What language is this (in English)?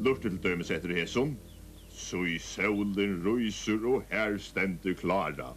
Faroese